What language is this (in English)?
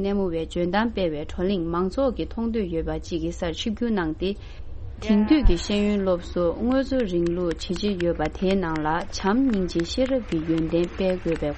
Tibetan